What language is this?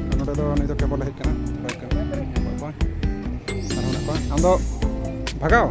Santali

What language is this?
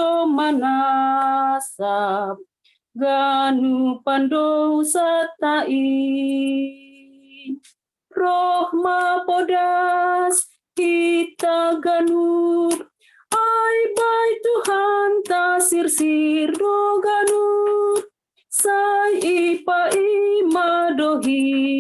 Batak Simalungun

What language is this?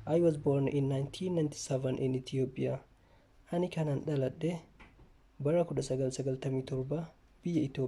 Oromo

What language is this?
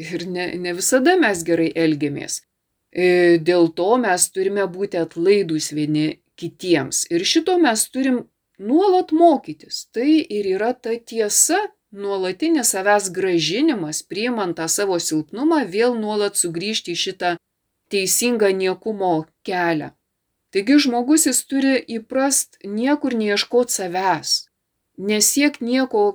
Lithuanian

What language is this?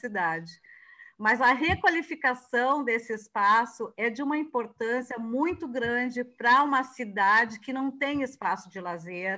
Portuguese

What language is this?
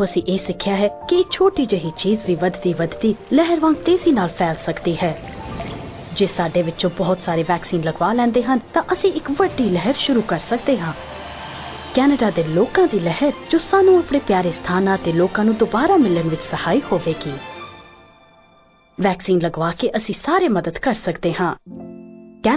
Punjabi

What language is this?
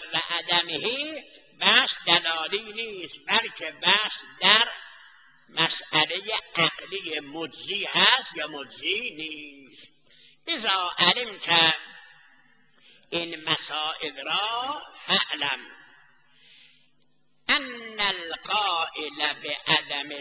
Persian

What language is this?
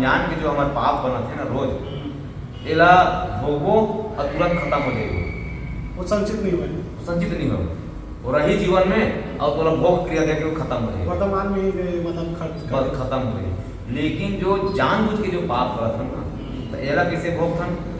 Chhattisgarhi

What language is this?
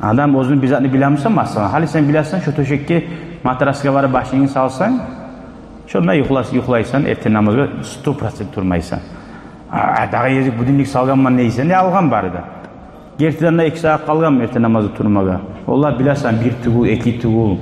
Kumyk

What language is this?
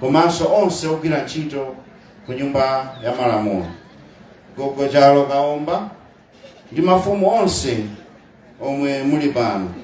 Nyanja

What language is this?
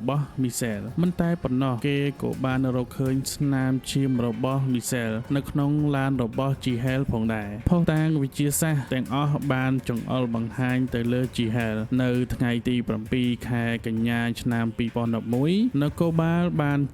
Khmer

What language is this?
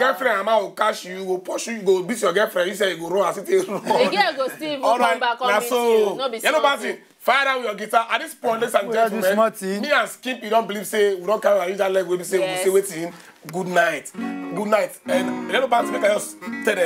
Nigerian Pidgin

